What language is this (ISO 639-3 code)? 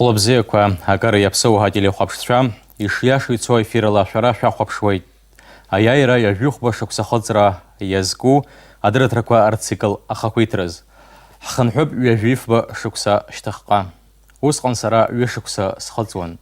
abk